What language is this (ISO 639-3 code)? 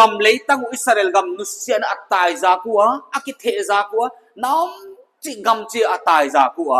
pck